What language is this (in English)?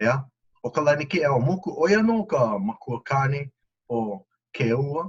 Hawaiian